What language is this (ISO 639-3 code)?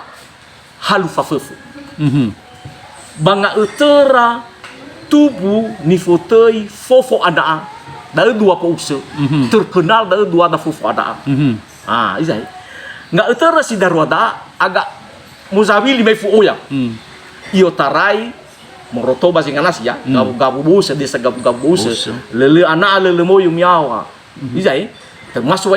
nia